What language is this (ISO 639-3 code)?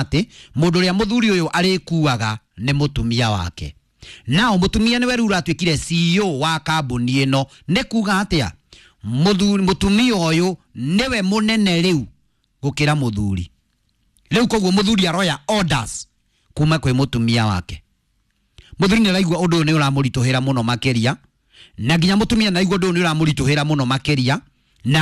kik